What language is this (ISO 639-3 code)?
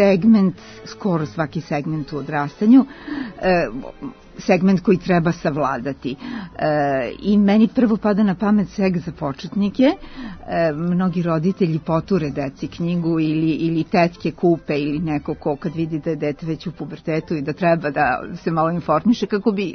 srp